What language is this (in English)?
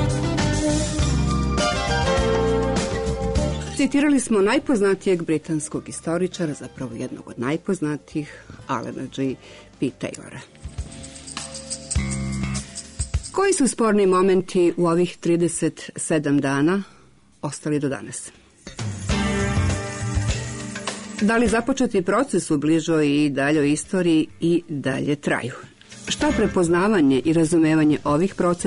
Serbian